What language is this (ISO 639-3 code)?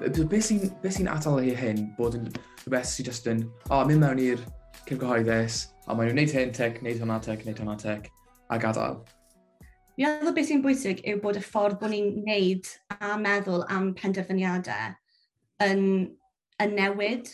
cym